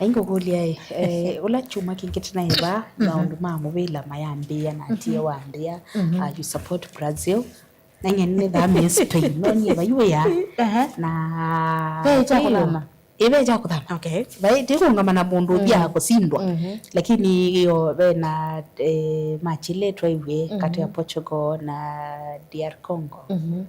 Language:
Kamba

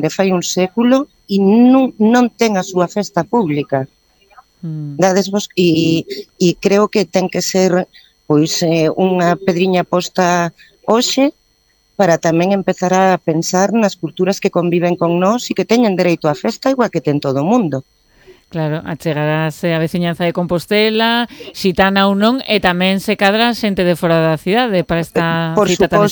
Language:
Galician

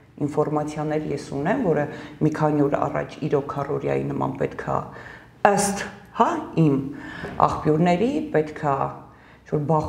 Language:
Armenian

